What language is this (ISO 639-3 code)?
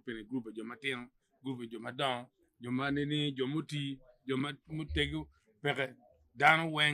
ach